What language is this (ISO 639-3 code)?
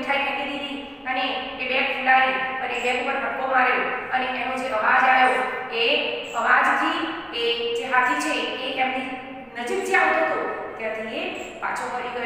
guj